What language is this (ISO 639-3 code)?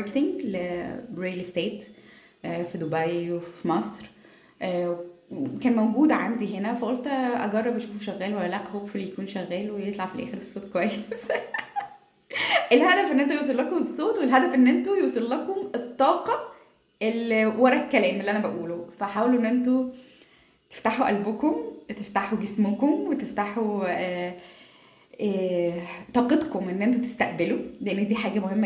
arz